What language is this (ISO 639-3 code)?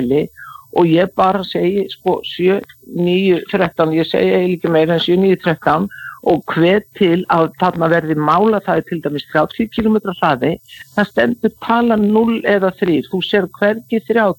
isl